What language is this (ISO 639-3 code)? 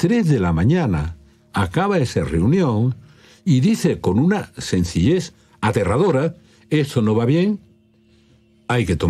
spa